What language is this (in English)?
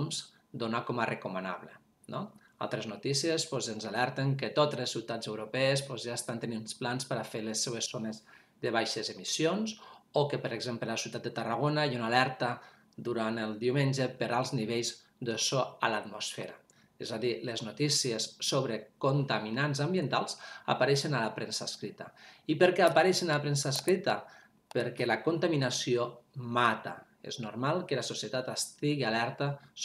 Catalan